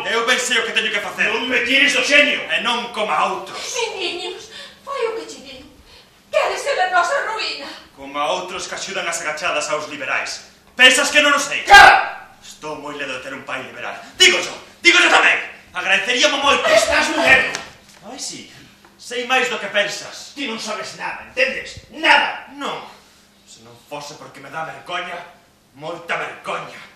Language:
Galician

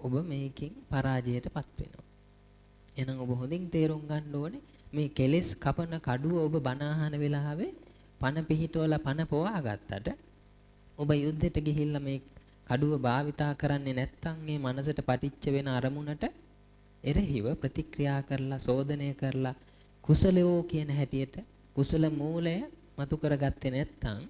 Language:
Sinhala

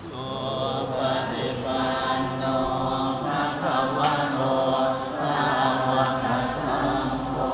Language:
Pali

